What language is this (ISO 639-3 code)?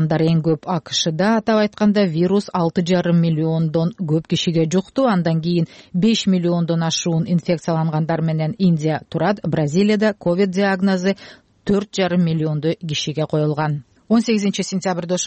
kir